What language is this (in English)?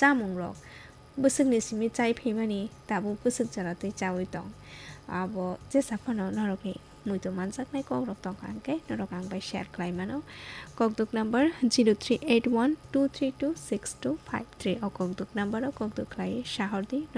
Kok Borok